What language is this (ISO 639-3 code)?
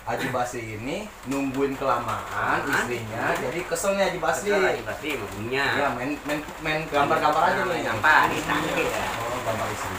bew